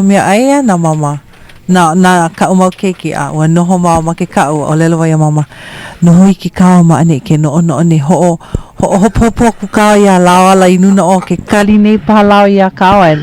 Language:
Hawaiian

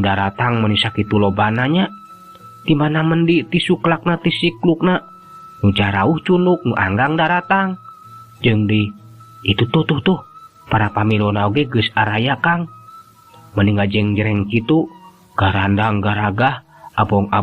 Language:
Sundanese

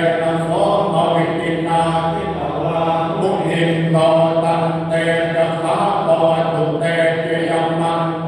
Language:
Pali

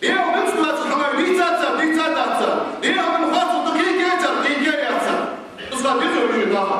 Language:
Ingush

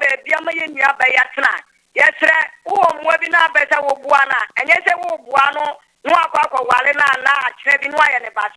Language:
Akan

